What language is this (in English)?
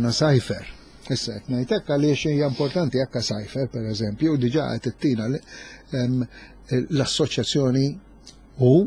Maltese